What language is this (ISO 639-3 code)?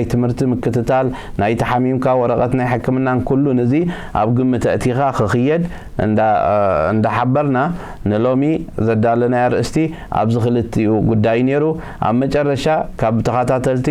tir